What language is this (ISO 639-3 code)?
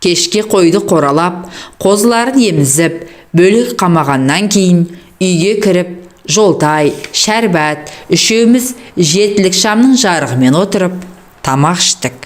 kaz